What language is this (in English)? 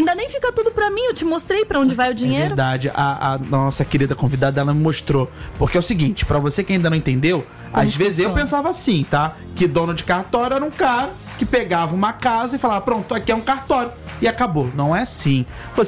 Portuguese